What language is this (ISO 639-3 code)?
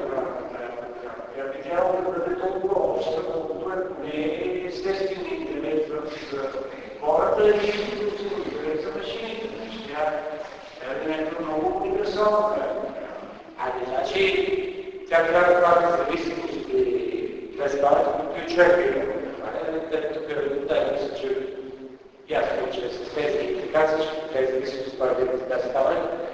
bul